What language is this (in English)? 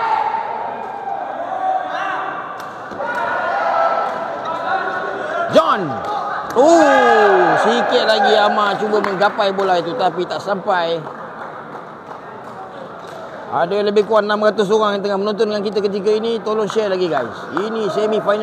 Malay